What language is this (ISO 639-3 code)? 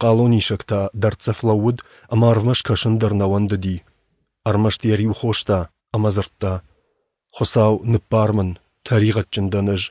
oss